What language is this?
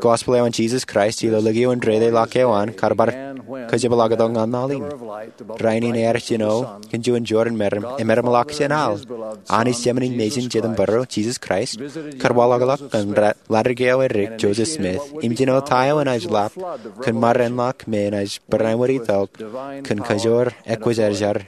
Marshallese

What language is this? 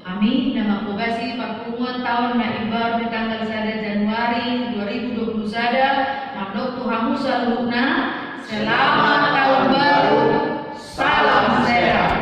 Batak Toba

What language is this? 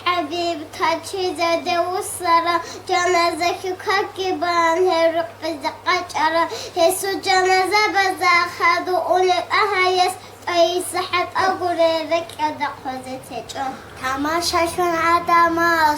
Avaric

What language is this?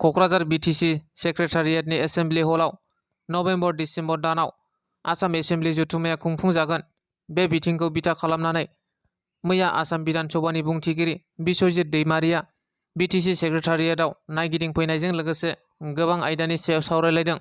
Bodo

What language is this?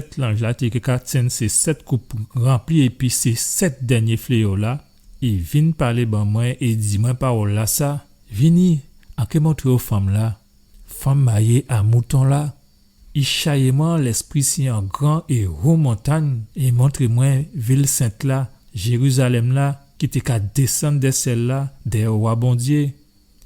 Guadeloupean Creole French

